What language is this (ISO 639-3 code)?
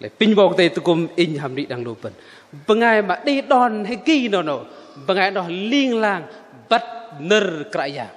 bdq